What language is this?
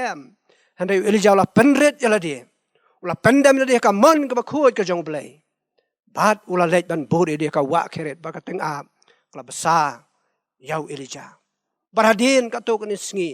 Khasi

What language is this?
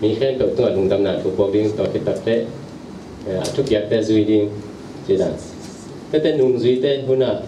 Tedim Chin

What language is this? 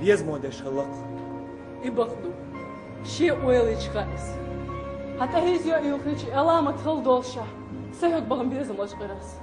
Chechen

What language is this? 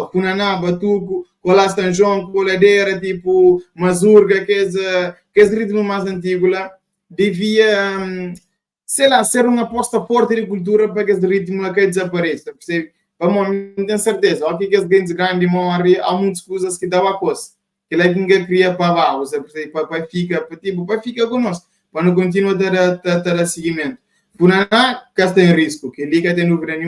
Kabuverdianu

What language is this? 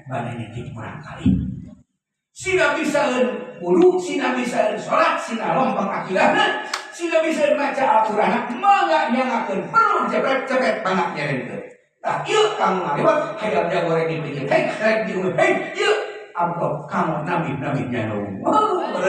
Sundanese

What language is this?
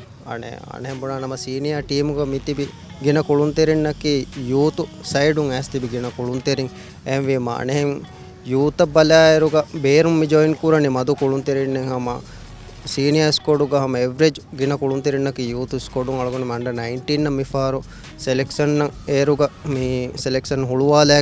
Divehi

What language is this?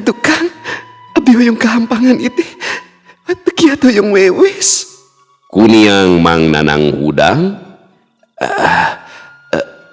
Sundanese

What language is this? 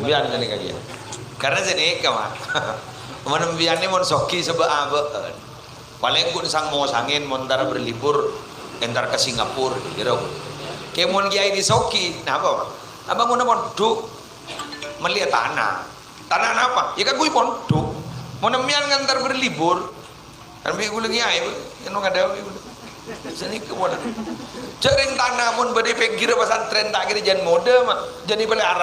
Madurese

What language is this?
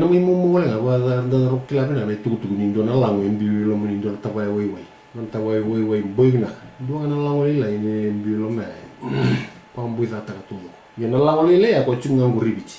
Fijian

